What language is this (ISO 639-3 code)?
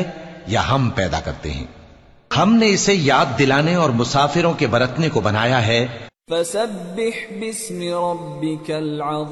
urd